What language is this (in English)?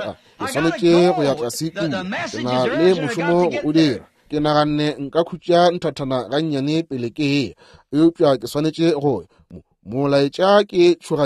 Northern Sotho